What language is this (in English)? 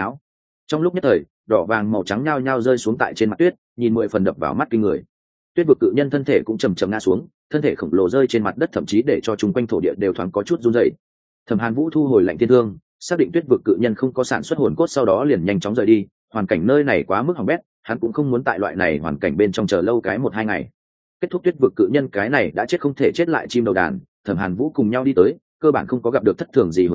Vietnamese